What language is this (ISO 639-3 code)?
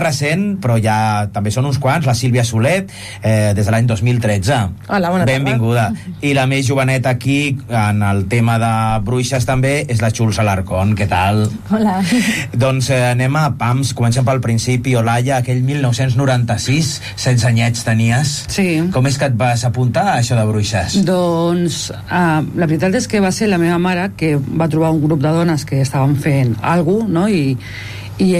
cat